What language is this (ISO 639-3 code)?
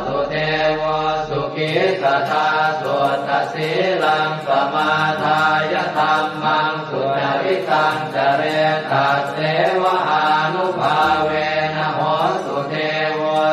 pli